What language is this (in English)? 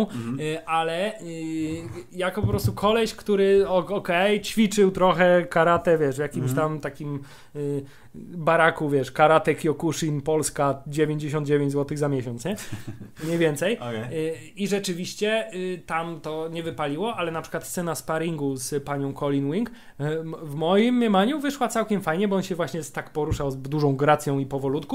Polish